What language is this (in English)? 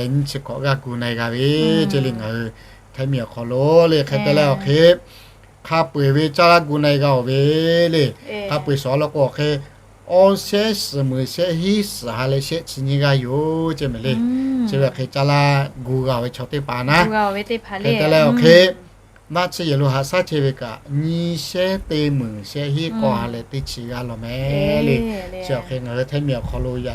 Lahu